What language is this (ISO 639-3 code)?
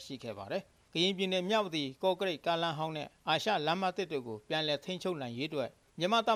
mya